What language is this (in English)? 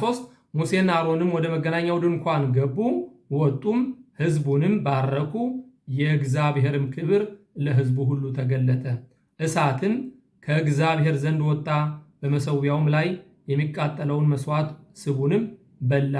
Amharic